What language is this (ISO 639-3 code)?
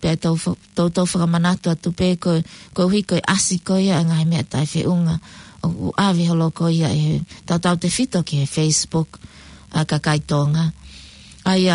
ton